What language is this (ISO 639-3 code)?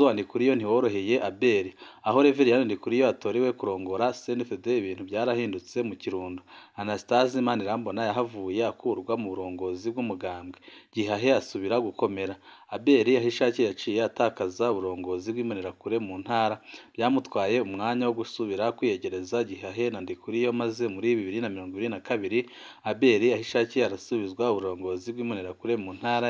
run